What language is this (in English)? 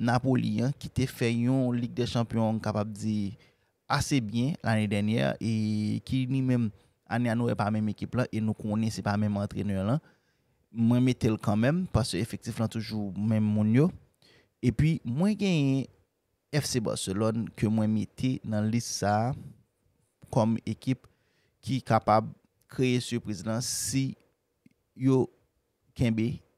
Haitian Creole